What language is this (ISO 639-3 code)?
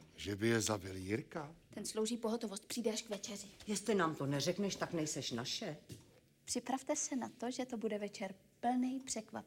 ces